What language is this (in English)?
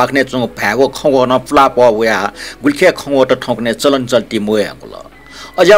Newari